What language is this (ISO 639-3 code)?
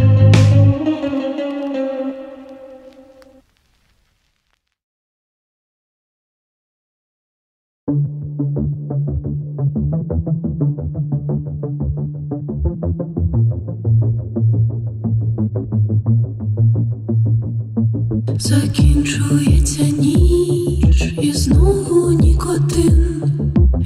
ukr